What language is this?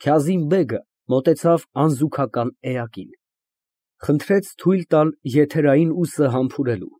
Armenian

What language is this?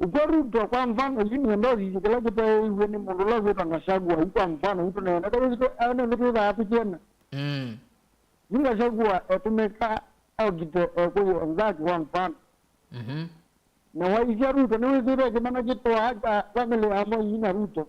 Kamba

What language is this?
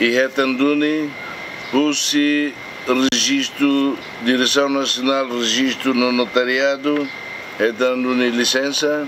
Tetum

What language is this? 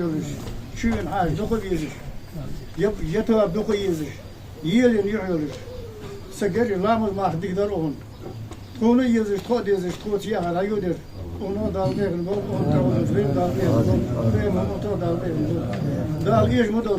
Ingush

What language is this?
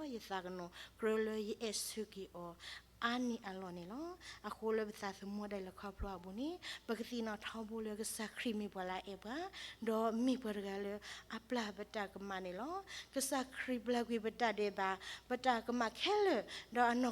S'gaw Karen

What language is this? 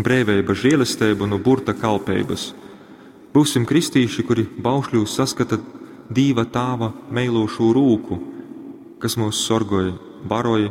Latgalian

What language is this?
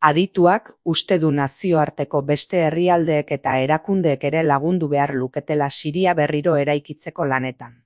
Basque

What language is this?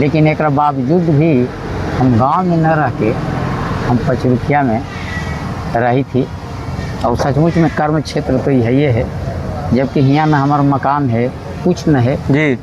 Magahi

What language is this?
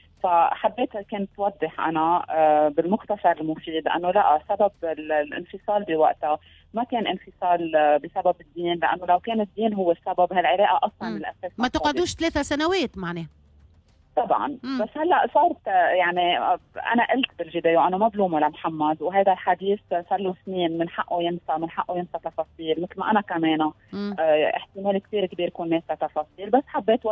Tunisian Arabic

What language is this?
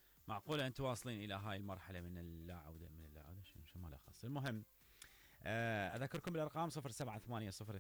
Mesopotamian Arabic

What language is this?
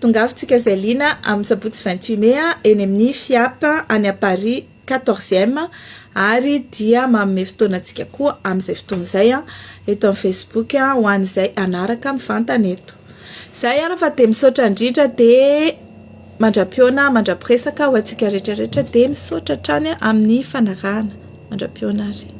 Malagasy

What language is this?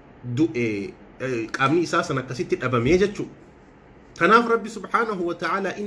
Oromo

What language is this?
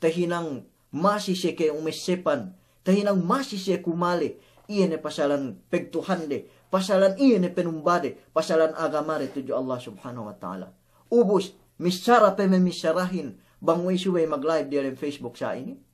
Yakan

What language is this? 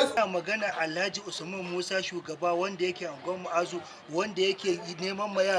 Hausa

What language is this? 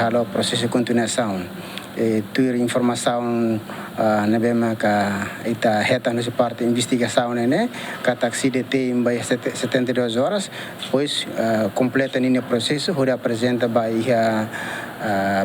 Tetum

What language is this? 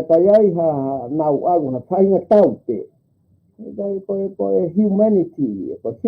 Tongan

